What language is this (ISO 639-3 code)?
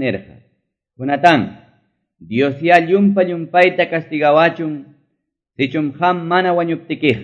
que